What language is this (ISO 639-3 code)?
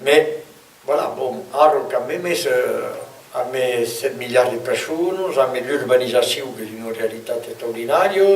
oci